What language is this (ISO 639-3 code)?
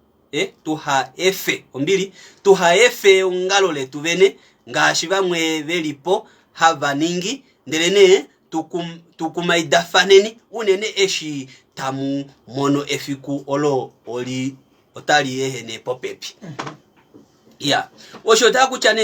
kua